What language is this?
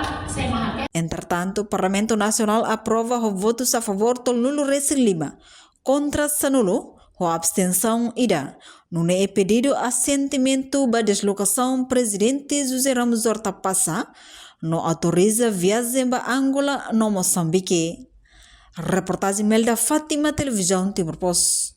Tetum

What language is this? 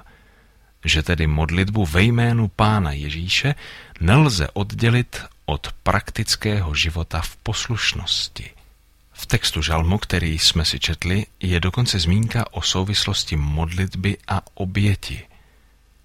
Czech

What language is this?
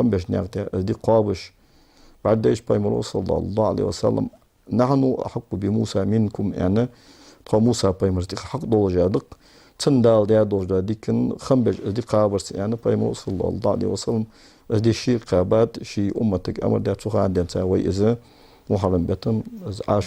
Ingush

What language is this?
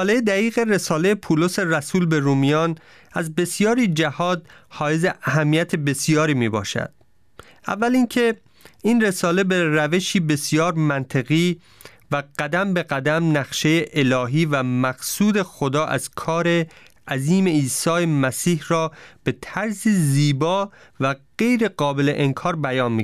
Persian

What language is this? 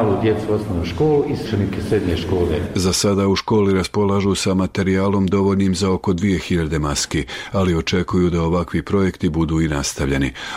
Bosnian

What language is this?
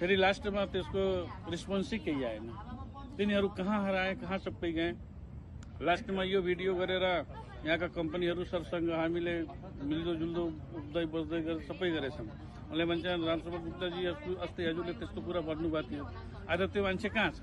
Nepali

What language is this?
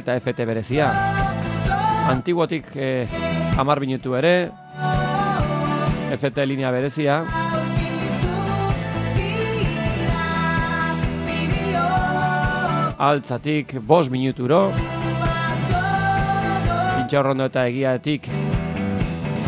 Basque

